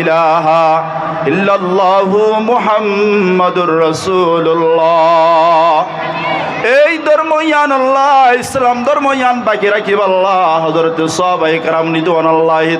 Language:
Rohingya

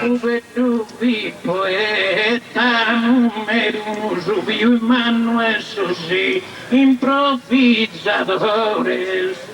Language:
Sardinian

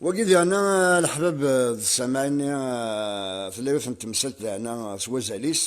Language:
Kabyle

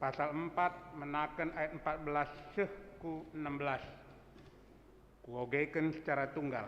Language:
Batak Karo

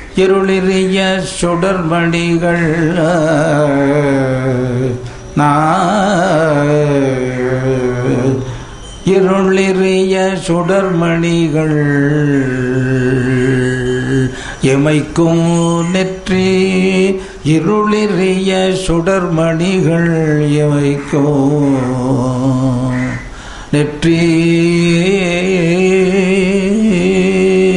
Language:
Tamil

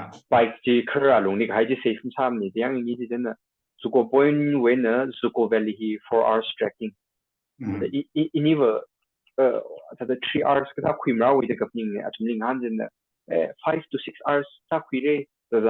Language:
Tangkhul Naga (India)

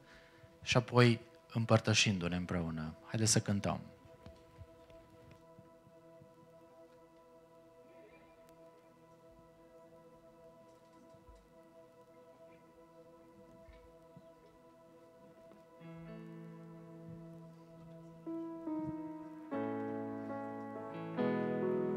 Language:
Romanian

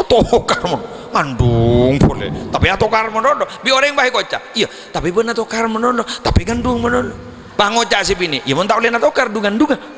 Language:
Madurese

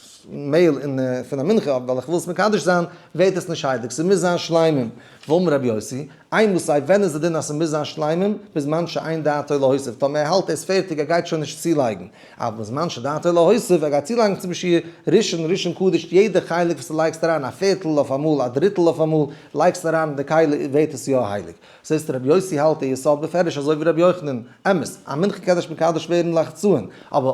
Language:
Yiddish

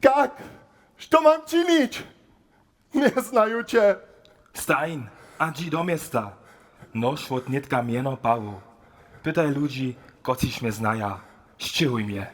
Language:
Upper Sorbian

